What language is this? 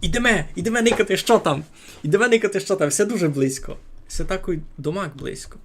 Rusyn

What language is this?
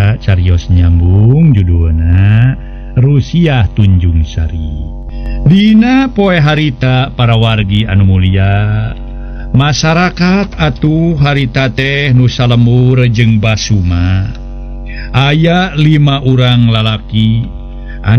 Sundanese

